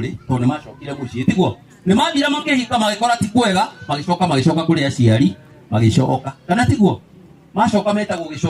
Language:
Kikuyu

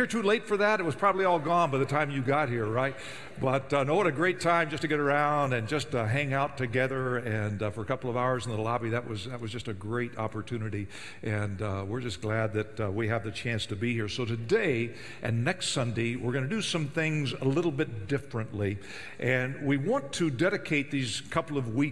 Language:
English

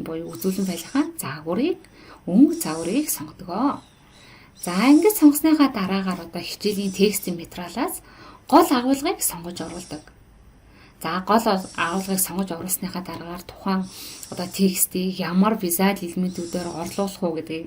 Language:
Mongolian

